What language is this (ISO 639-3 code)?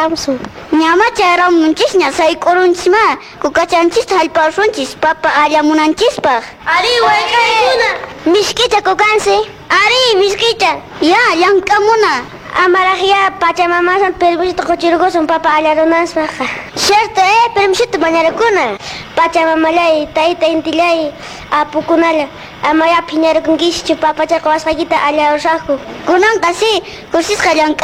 que